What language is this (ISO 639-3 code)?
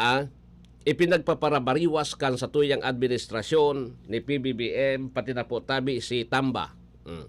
bik